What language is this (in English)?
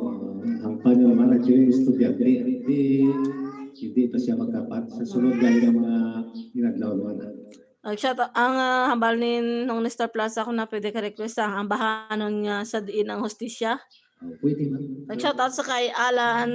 Hiligaynon